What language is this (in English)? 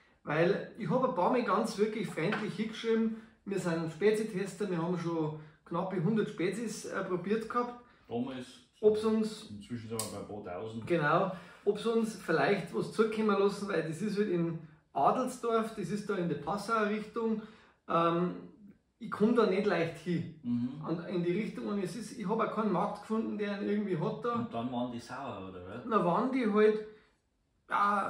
Bavarian